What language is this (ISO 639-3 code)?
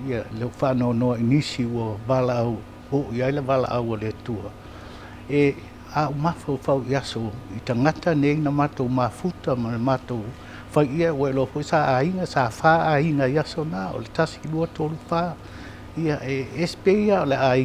smo